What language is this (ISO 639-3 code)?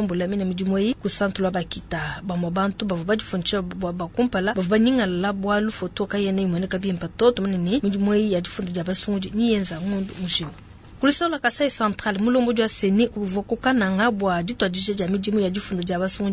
lua